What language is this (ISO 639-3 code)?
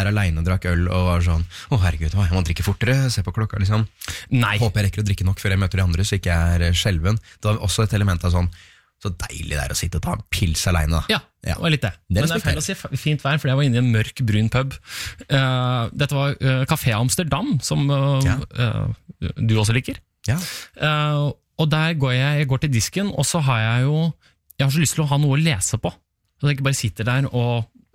nor